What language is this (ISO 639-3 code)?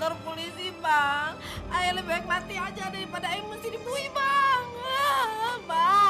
bew